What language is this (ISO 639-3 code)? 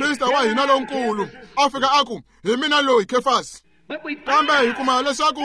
tso